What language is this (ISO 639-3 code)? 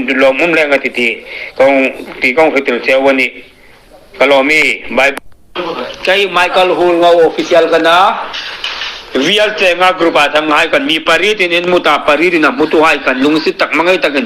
hmr